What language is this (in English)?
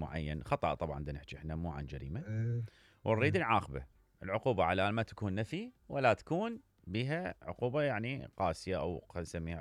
Mesopotamian Arabic